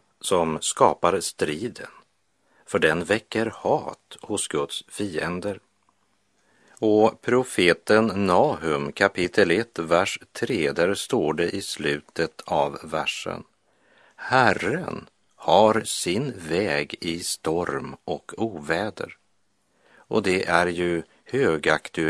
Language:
Swedish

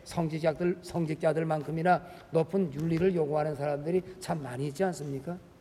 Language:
Korean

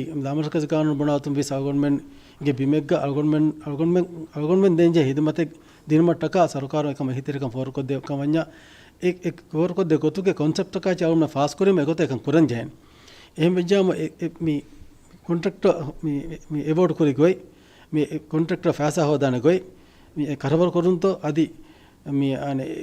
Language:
Divehi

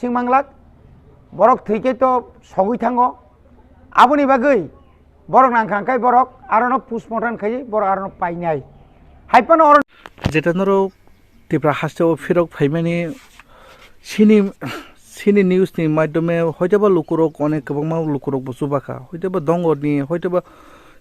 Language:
Kok Borok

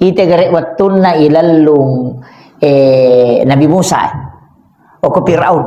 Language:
Buginese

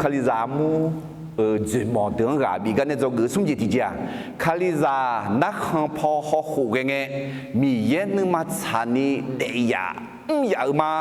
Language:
Akha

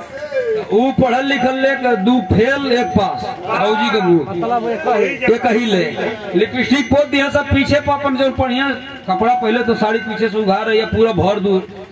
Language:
Bhojpuri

